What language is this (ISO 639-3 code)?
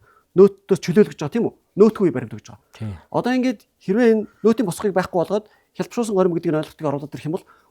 mon